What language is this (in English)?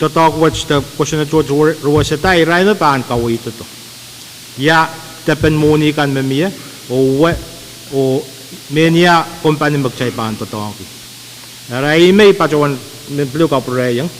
Pohnpeian